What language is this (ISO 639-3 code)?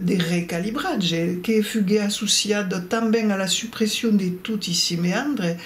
oci